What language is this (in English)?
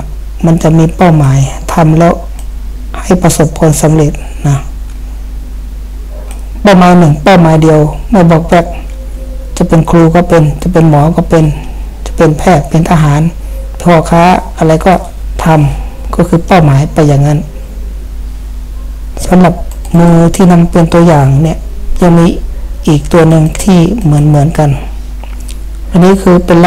Thai